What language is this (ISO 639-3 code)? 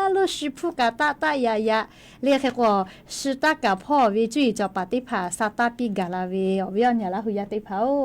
lhu